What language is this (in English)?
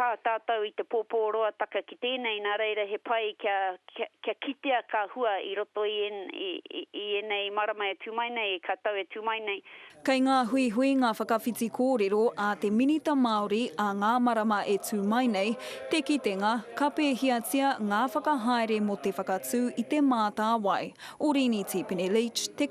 Māori